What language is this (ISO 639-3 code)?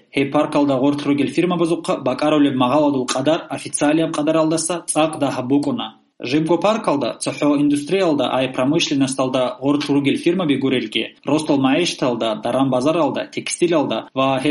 ava